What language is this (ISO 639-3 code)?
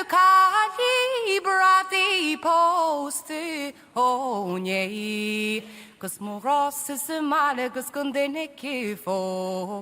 gle